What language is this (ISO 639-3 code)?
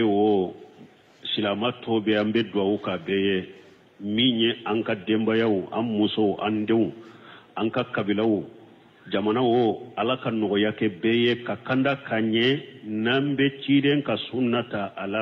bam